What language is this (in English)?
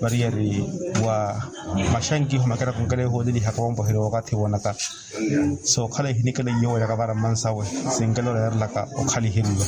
Makhuwa